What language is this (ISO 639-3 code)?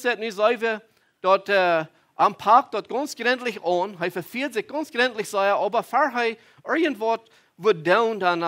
pdt